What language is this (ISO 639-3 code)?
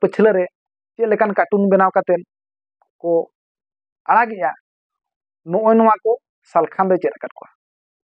sat